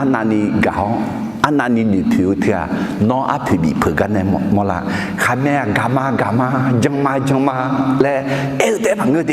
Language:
Akha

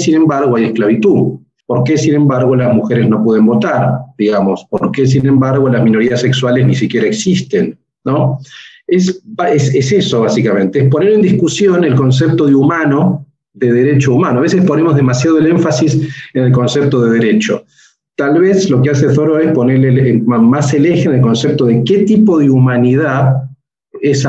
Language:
Spanish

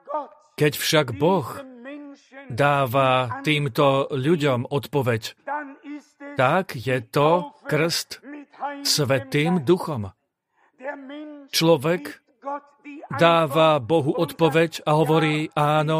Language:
Slovak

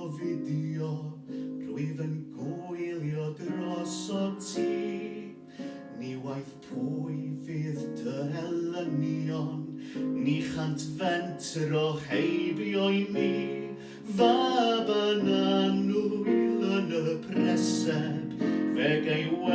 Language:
Welsh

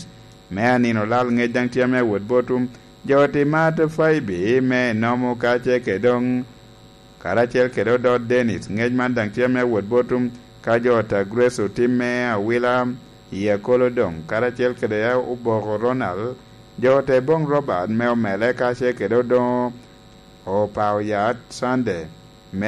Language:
Lango (Uganda)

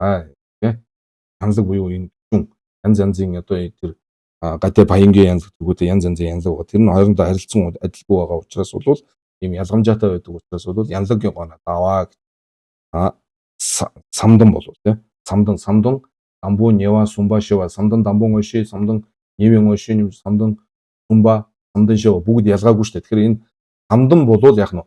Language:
Mongolian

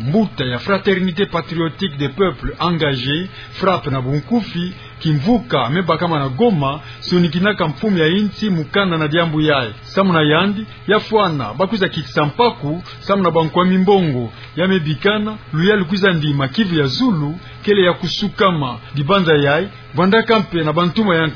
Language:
Kituba (Democratic Republic of Congo)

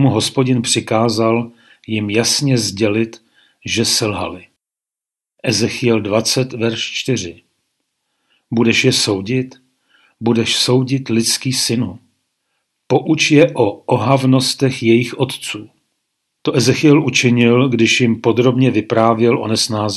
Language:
Czech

